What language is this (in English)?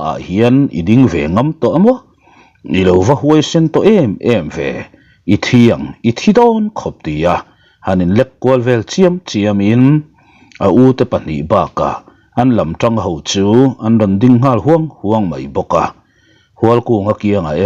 Mizo